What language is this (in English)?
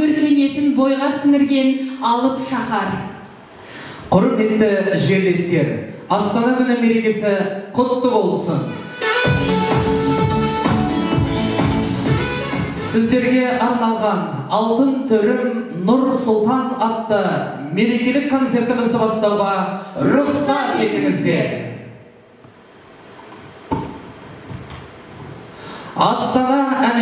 Kazakh